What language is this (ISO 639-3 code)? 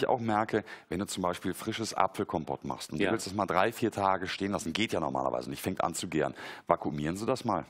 deu